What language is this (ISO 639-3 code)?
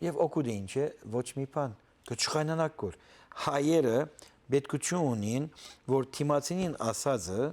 hyw